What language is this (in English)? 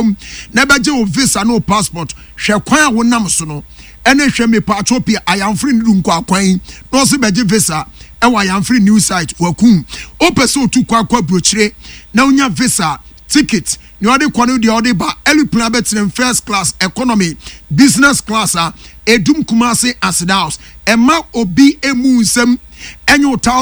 Akan